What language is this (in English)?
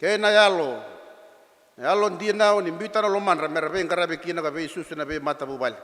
Fijian